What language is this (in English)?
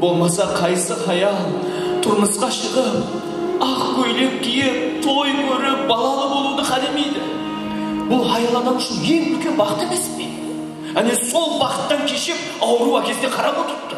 Kara-Kalpak